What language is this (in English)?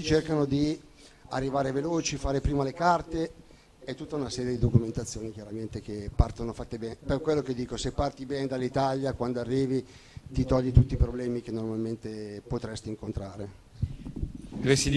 Italian